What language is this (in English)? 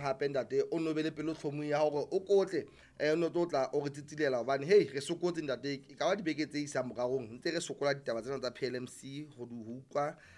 Southern Sotho